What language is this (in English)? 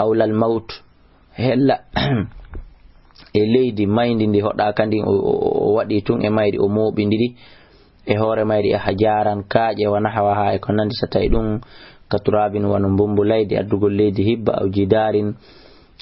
Fula